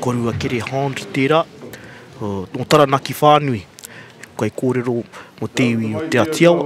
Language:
Māori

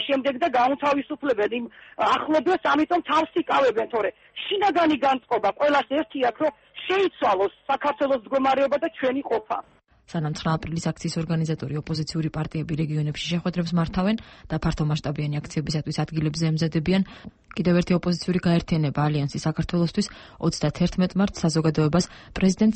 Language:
Georgian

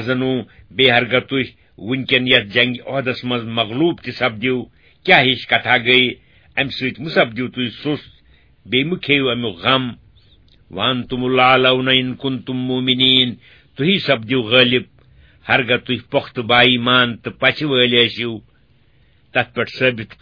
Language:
Kashmiri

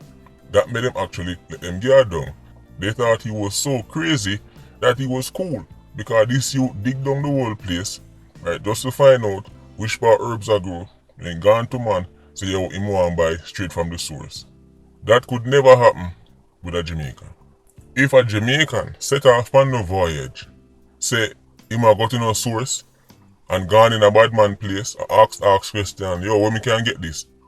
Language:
Jamaican Creole English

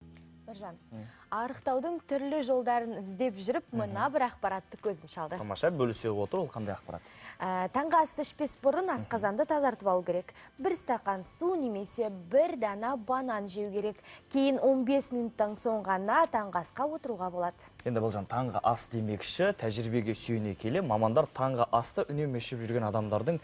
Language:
Kazakh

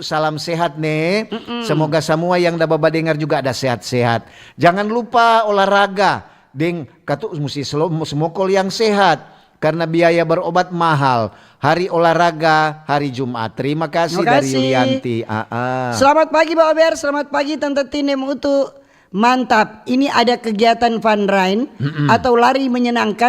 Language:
Manado Malay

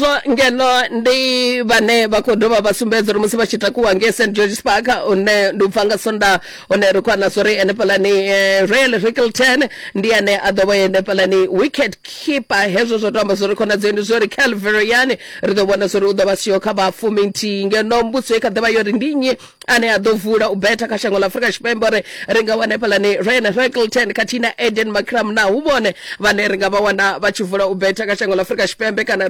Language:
Venda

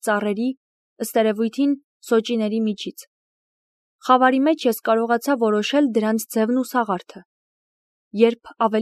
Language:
Armenian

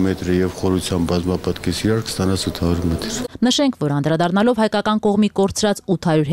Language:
Armenian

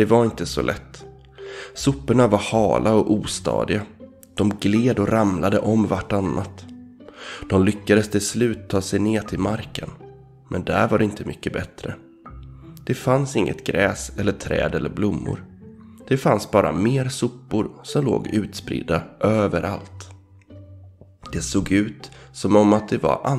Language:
Swedish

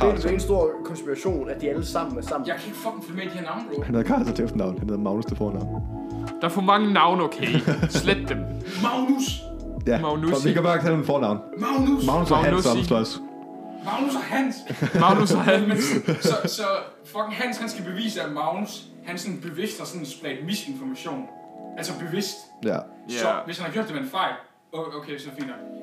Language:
Danish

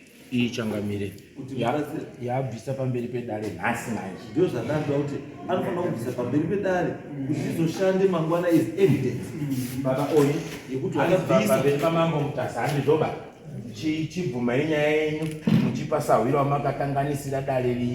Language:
Shona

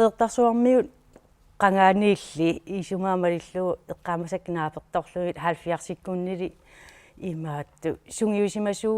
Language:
Kalaallisut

